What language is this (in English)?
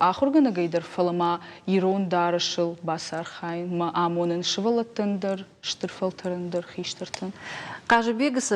Ossetic